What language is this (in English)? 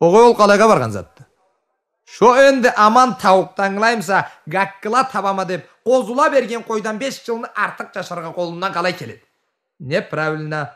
Karachay-Balkar